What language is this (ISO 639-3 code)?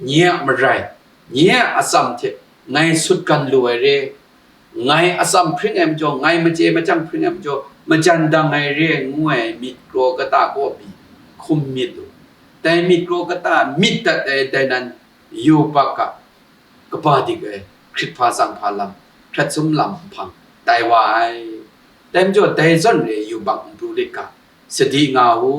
kac